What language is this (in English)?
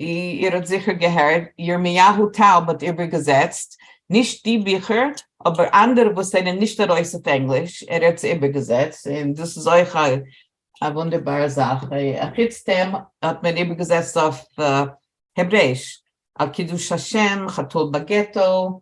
Yiddish